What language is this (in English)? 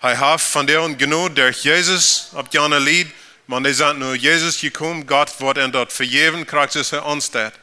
Plautdietsch